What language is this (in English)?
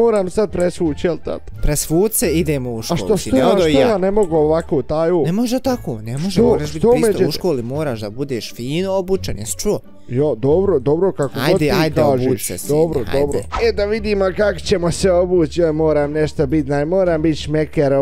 Bosnian